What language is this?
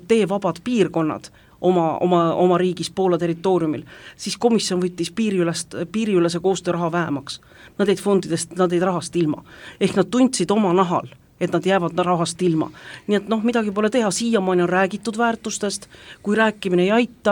Estonian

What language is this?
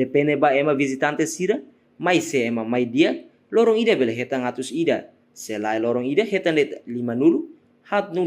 Tetum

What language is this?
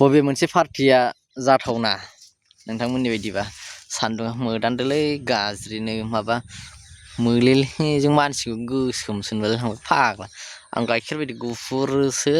Bodo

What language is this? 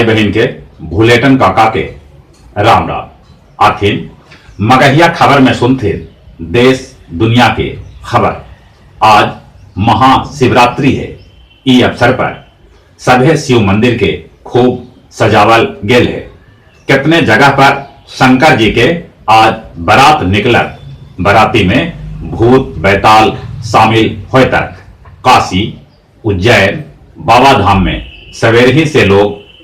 Magahi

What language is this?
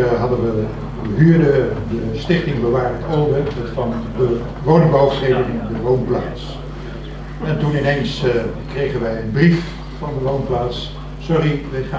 Dutch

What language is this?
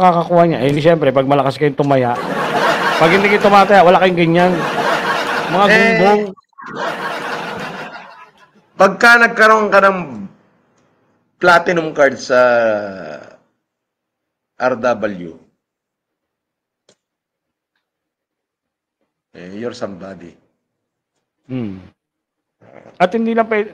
Filipino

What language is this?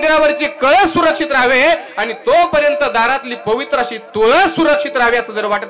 Marathi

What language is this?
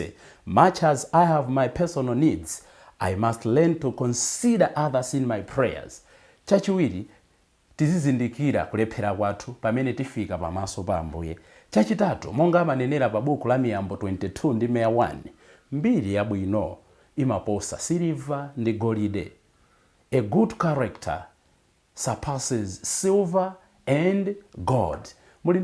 Nyanja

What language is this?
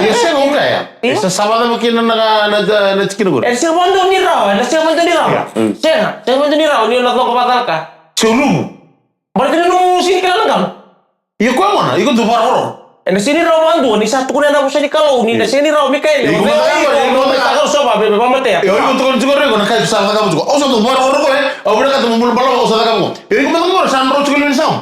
Fijian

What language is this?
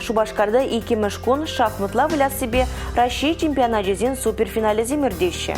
Chuvash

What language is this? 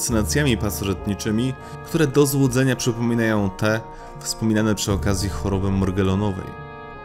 Polish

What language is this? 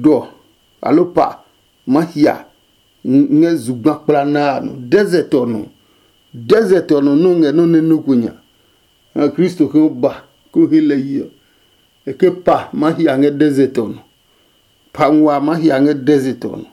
Adangme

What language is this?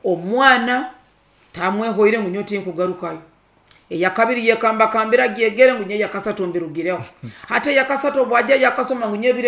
Nyoro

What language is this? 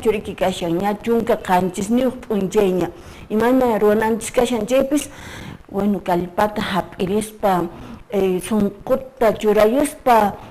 Quechua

